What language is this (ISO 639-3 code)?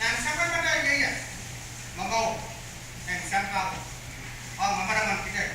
pon